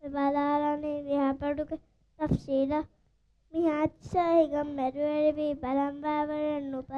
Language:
Divehi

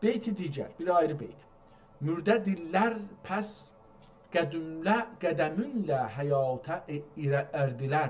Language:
South Azerbaijani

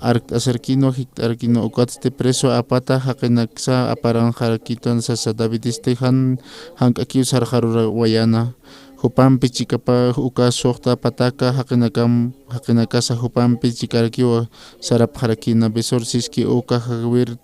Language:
Aymara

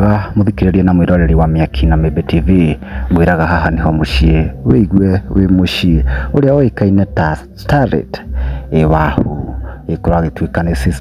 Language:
Kikuyu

